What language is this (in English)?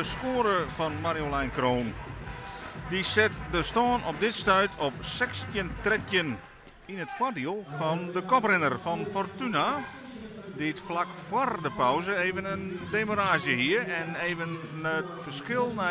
Western Frisian